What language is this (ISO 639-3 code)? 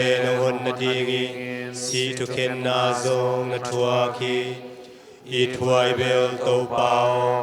ctd